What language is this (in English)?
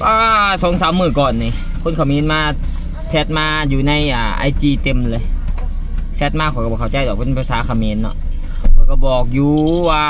Lao